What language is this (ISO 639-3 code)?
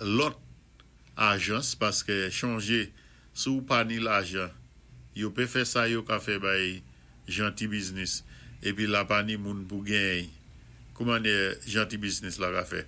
acf